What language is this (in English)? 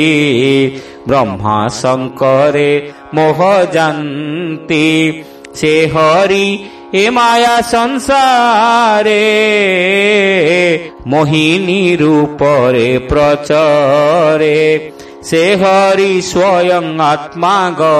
Odia